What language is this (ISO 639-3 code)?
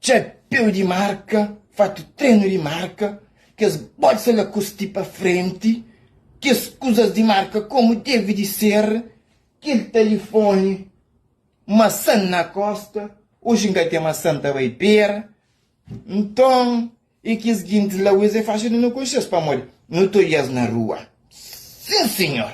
kea